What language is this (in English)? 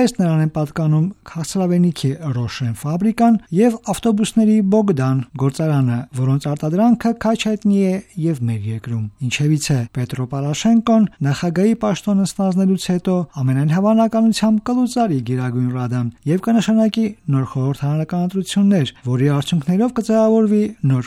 Armenian